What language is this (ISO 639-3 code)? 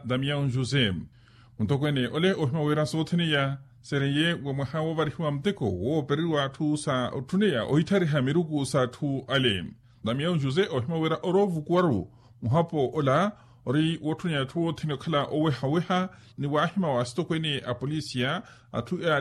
vmw